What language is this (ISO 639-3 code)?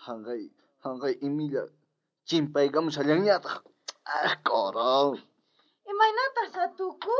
quh